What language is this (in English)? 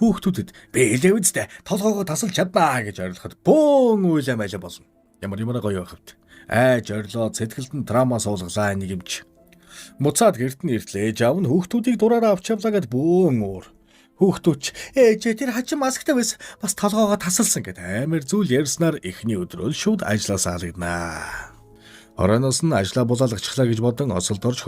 Mongolian